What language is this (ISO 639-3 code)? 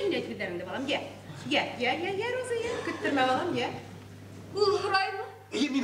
bak